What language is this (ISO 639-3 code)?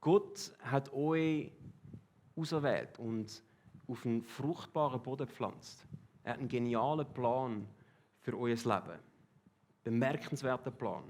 gsw